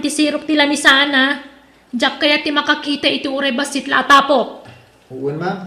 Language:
Iloko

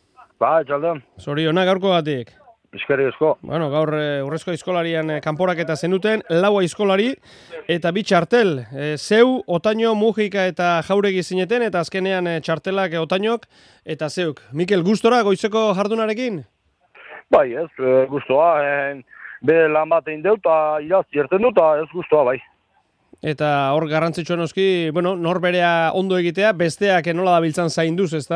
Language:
Basque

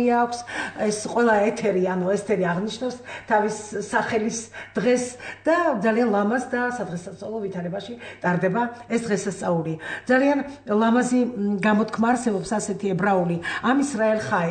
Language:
Georgian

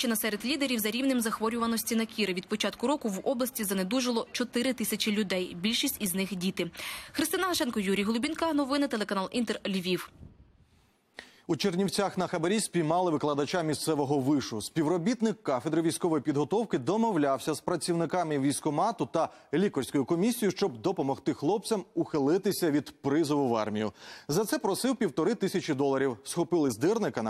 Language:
Ukrainian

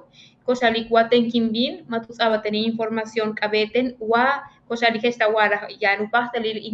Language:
Yucateco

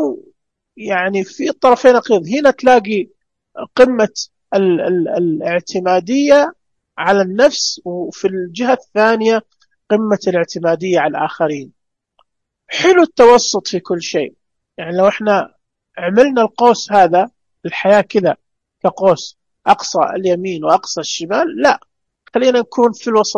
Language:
Najdi Arabic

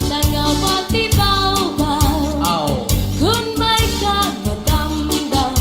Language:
Waray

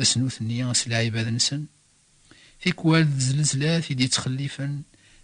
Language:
Kabyle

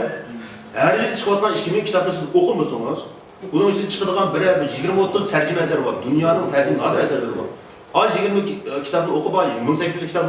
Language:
Uyghur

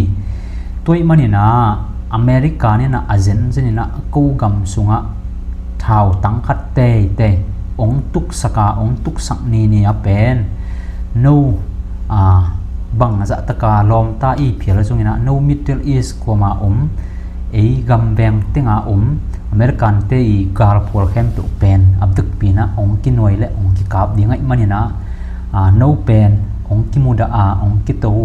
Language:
Tedim Chin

